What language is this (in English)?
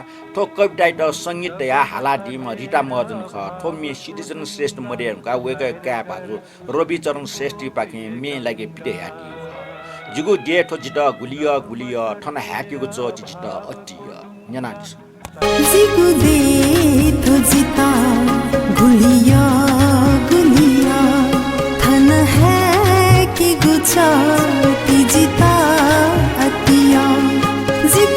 Newari